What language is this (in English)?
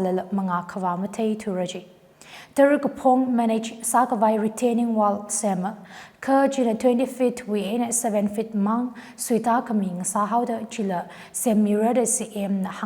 Tangkhul Naga (India)